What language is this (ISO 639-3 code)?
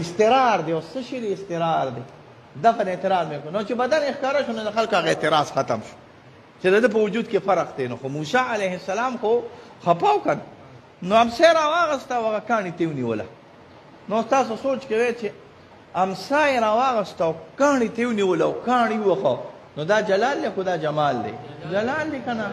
pus